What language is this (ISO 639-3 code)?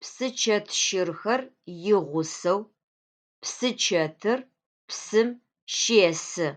ady